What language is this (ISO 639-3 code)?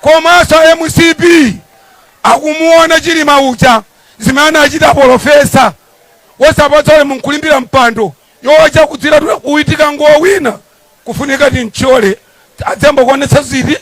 nya